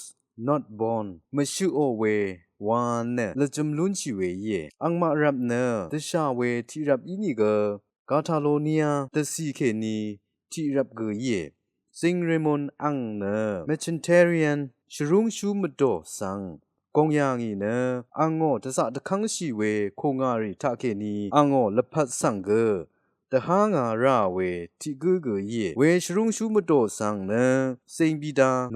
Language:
Rawang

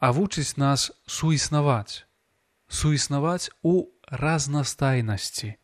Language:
Belarusian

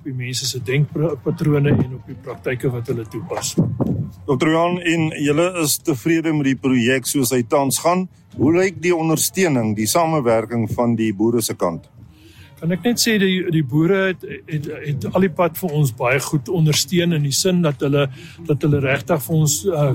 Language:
Afrikaans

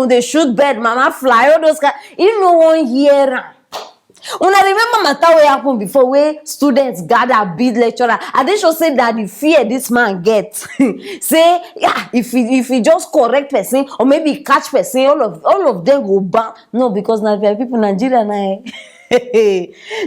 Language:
Nigerian Pidgin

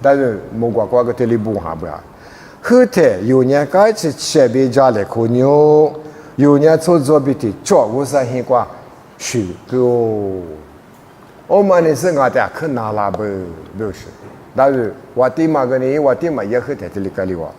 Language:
Lisu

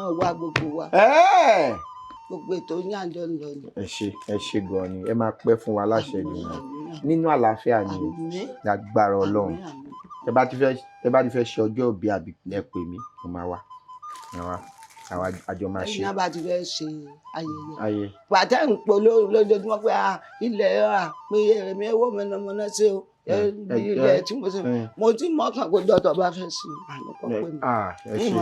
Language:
Yoruba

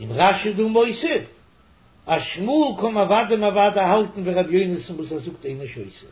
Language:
Yiddish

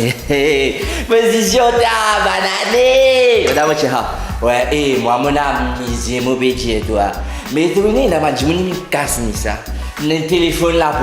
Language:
Morisyen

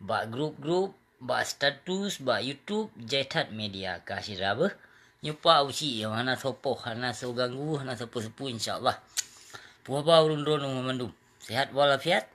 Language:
Achinese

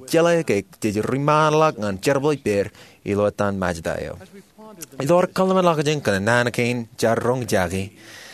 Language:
Marshallese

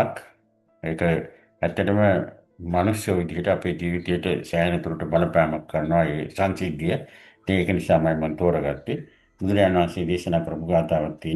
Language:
Sinhala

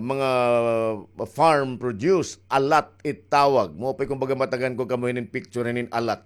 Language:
Waray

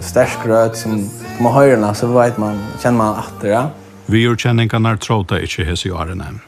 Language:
Faroese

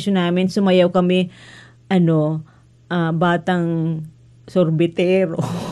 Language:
Filipino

